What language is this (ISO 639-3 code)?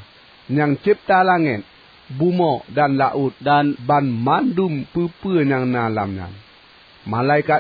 ace